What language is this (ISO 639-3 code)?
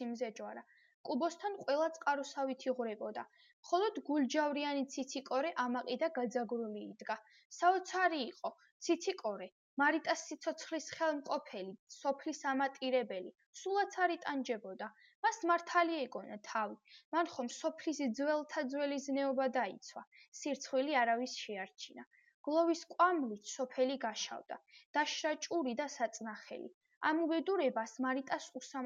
kat